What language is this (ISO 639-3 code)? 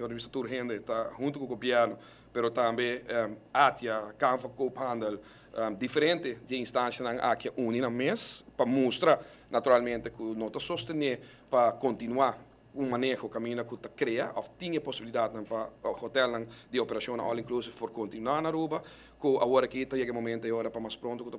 pap